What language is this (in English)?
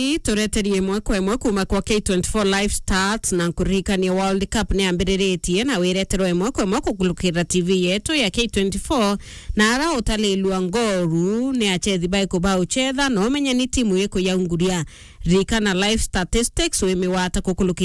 Meru